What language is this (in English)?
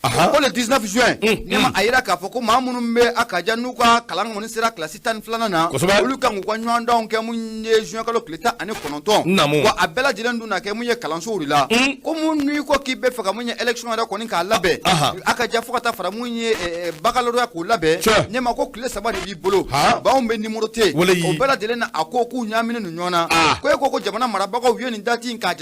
Bambara